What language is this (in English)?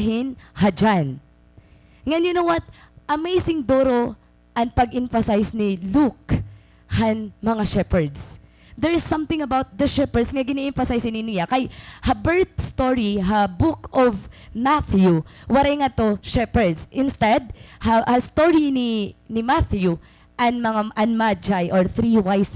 Waray